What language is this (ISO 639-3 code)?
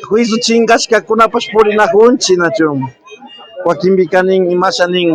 qvi